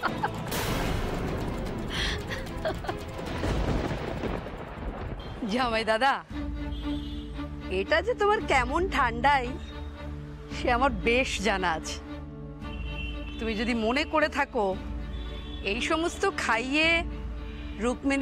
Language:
Bangla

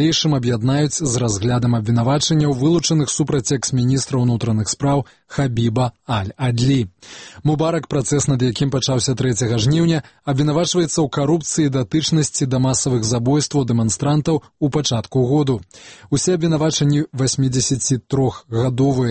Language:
Belarusian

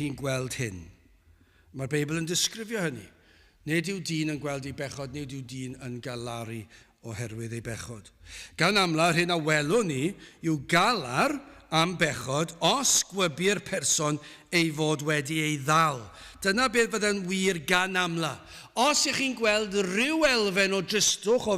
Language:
Welsh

